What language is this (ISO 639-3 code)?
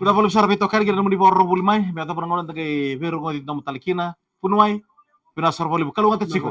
fij